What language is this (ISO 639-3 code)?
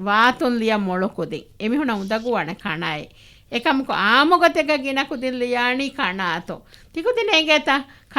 div